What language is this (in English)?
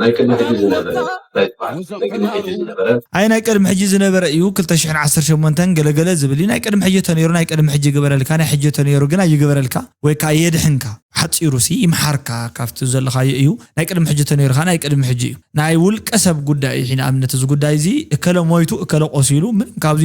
Tigrinya